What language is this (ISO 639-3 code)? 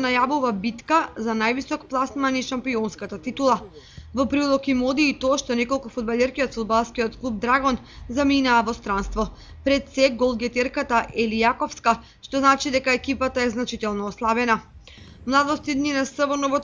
mkd